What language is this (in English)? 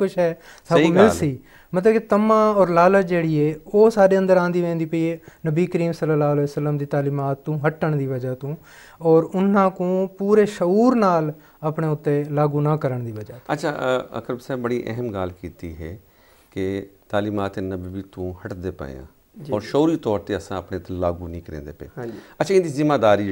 Saraiki